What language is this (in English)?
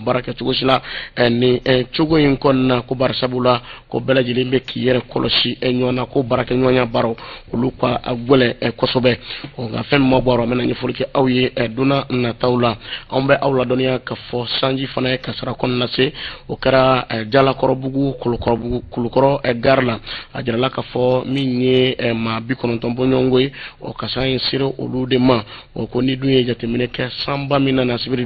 Bambara